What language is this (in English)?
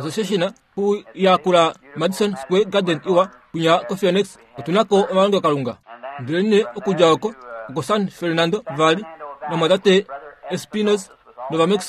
Kuanyama